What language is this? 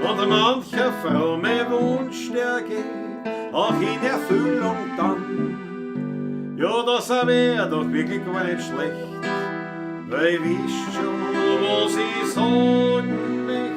Bavarian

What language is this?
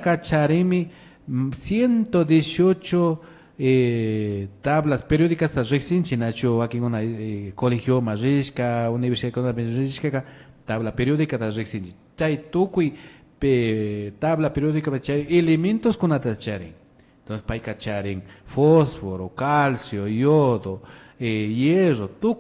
Imbabura Highland Quichua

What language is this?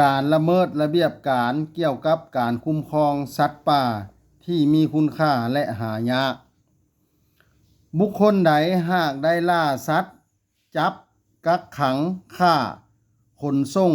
Lao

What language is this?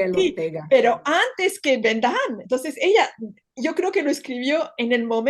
Ladino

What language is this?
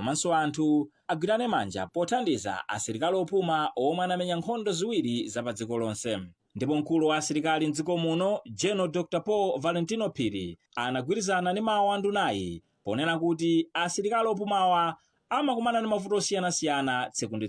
Nyanja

